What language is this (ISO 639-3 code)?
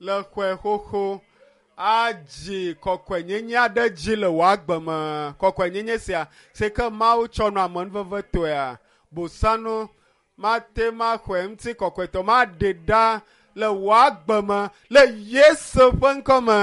ewe